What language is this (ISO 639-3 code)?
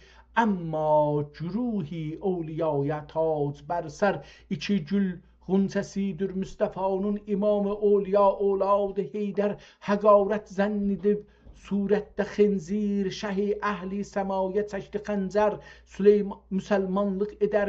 azb